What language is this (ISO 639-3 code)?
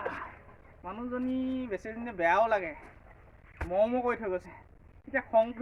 asm